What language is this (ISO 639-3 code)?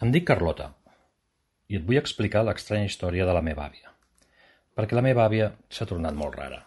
cat